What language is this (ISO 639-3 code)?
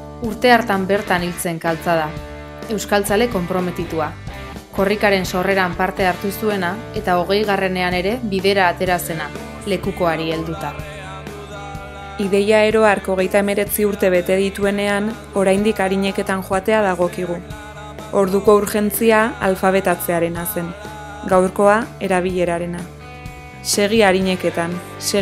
eus